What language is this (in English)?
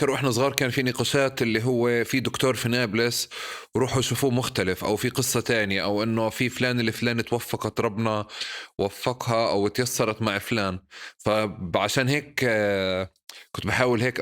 North Levantine Arabic